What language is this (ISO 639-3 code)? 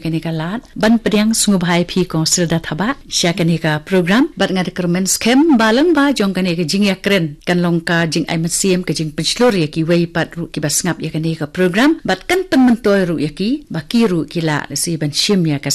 kha